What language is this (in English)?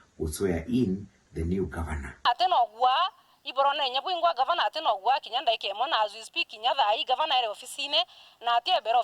Meru